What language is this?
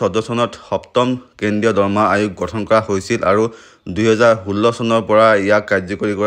Assamese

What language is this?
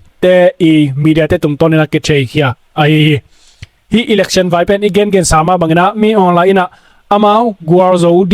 Tedim Chin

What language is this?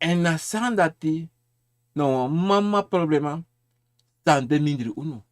Sranan Tongo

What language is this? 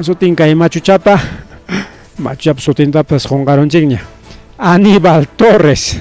Ayacucho Quechua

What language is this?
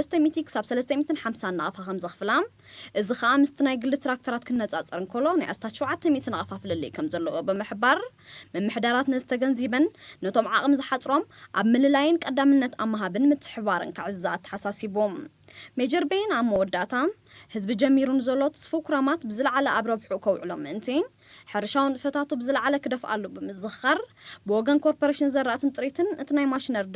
Tigrinya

